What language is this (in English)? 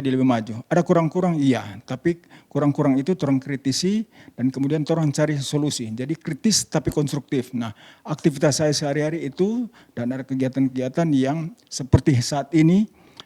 Manado Malay